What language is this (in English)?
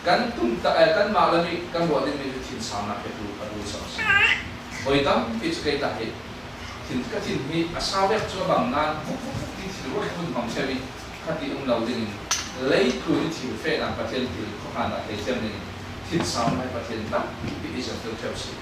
Falam Chin